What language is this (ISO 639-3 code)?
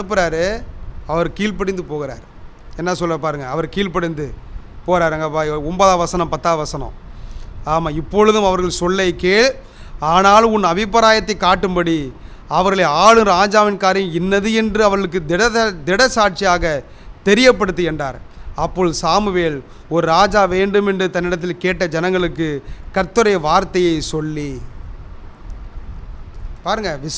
tam